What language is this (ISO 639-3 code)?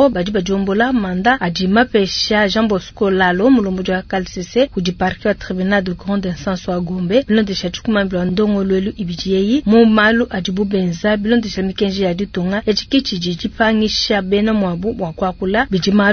lua